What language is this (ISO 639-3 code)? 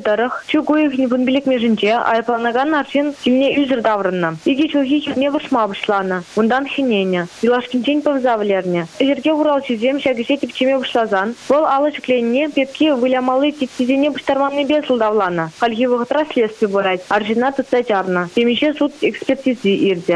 chv